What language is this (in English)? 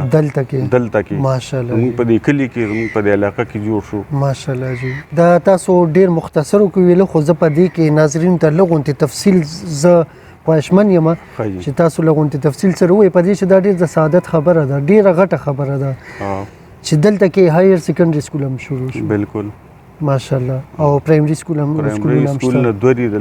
Pashto